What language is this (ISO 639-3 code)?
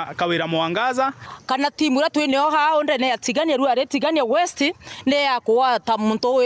mer